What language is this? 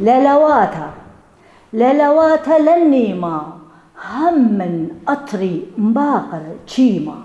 Assyrian Neo-Aramaic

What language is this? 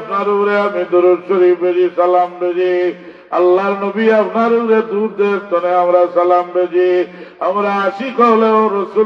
Sylheti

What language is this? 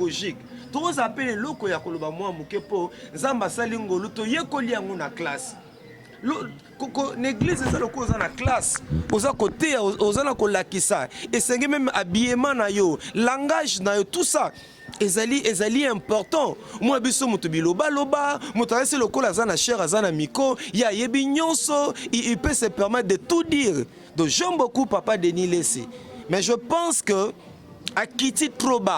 Lingala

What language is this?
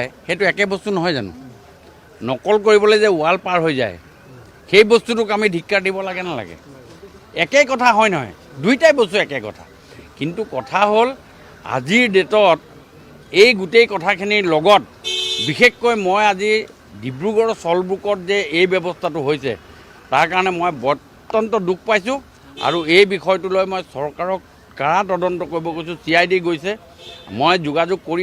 Assamese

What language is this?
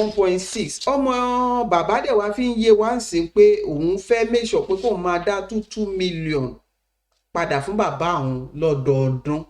Yoruba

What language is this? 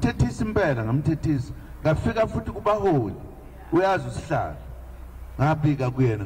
Zulu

